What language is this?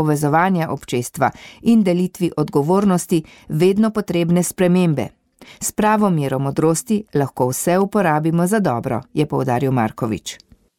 Slovenian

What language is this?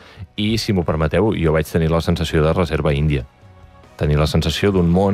Catalan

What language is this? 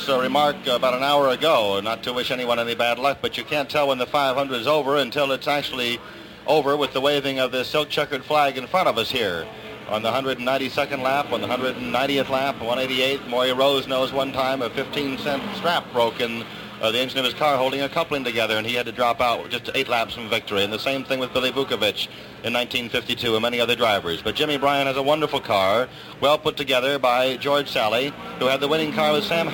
English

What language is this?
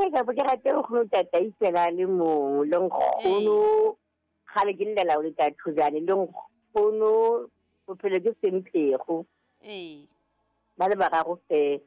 Southern Sotho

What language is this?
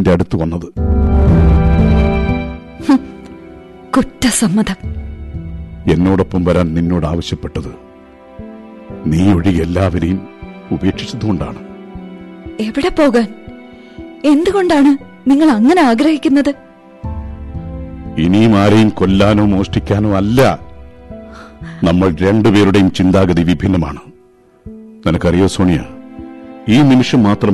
Malayalam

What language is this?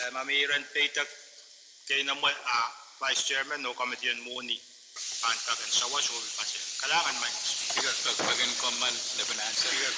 Pohnpeian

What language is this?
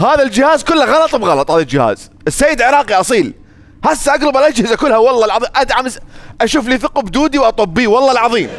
Mesopotamian Arabic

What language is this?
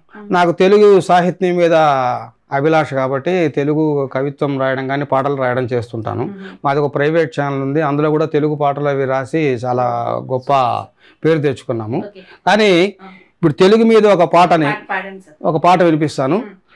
Telugu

